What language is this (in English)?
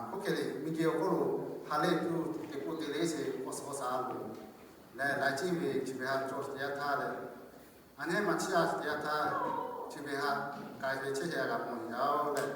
Lahu